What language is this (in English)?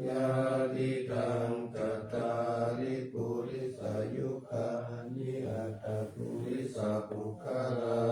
Pali